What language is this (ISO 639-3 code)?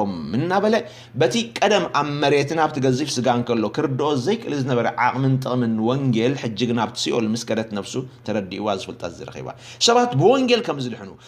tir